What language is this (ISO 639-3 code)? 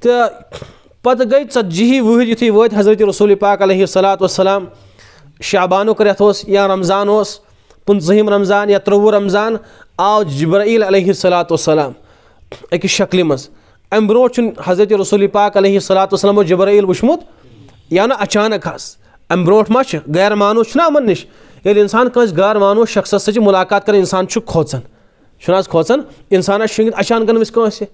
kas